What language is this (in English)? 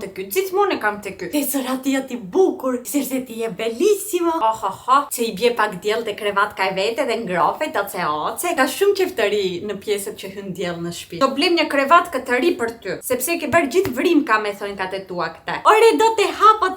Albanian